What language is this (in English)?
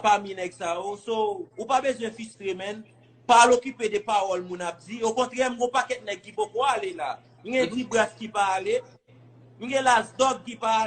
Haitian Creole